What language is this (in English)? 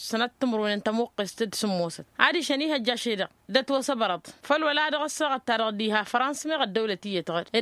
Tamasheq